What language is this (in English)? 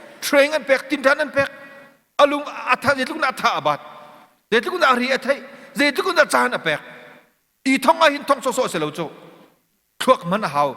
Hakha Chin